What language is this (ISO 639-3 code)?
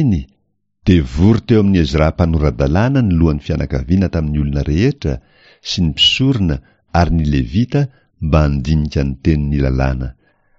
mlg